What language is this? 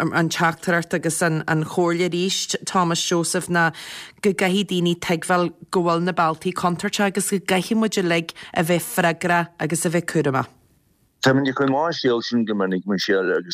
Irish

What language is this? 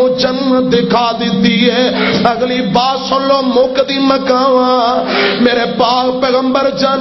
Western Panjabi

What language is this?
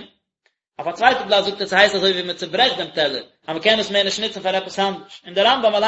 Yiddish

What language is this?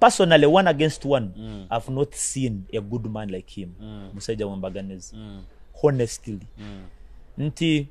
Nyoro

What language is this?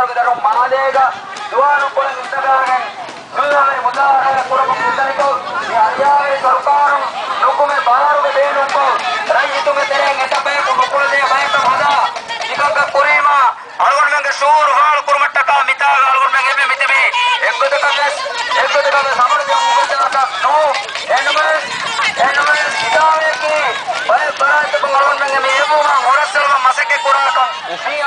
Divehi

